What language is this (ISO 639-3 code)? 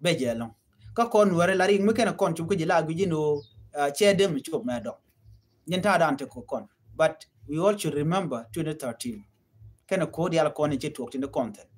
nus